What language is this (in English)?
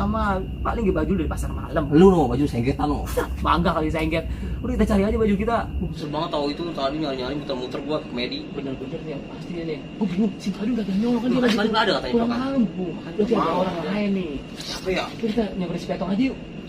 Betawi